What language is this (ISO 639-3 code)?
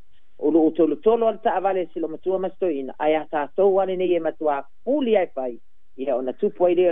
smo